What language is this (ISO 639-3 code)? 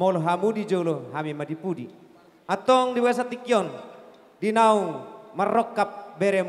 bbc